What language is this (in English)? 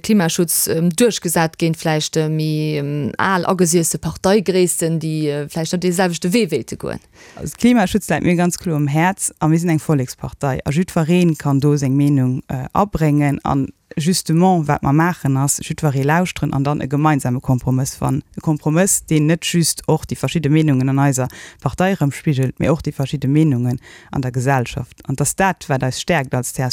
Luxembourgish